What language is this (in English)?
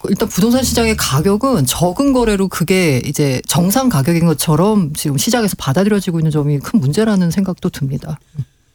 Korean